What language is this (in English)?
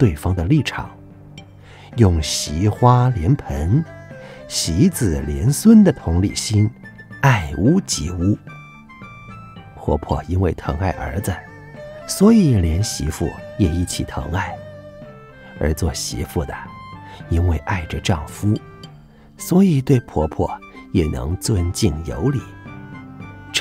Chinese